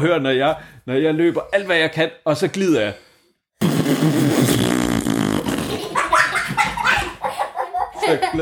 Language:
Danish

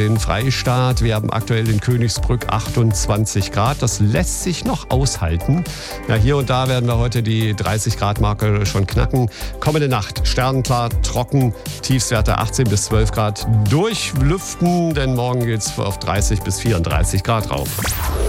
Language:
German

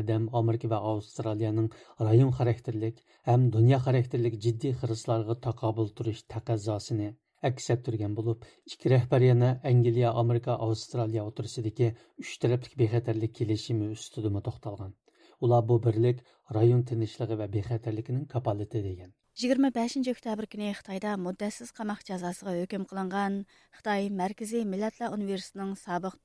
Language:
Uyghur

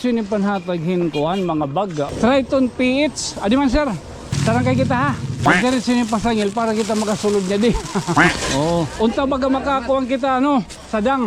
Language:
Waray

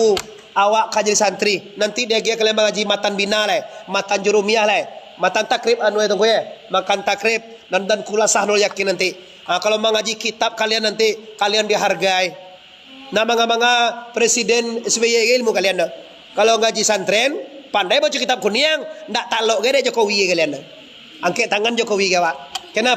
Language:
Minangkabau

